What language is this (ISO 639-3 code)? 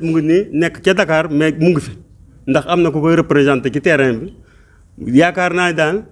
wol